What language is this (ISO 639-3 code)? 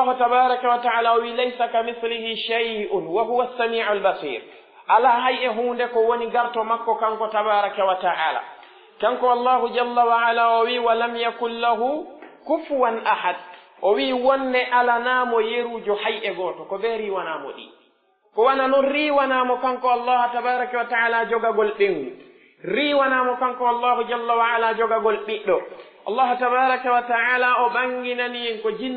fuf